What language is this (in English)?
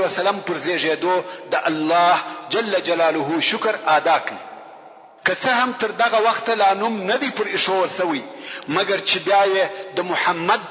Pashto